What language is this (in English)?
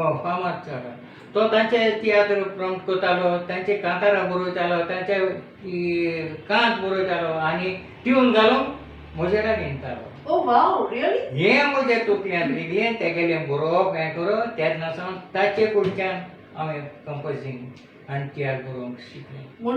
Konkani